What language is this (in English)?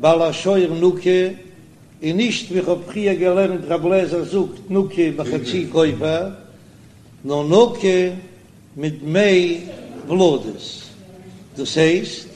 Yiddish